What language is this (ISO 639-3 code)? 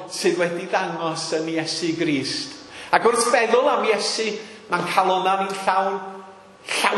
cym